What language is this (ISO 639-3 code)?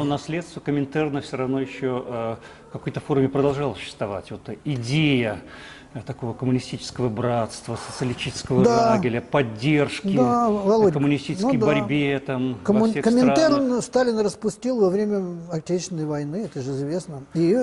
rus